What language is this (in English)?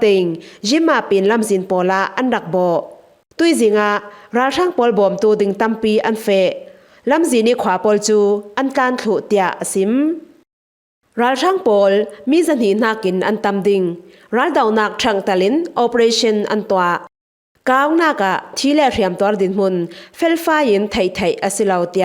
Falam Chin